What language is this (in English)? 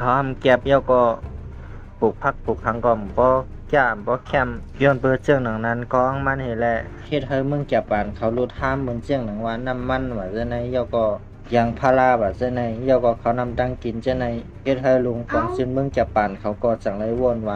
Shan